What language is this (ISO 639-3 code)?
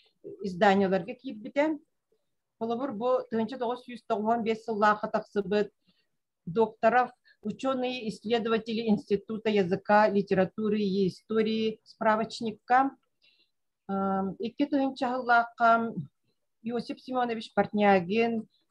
sah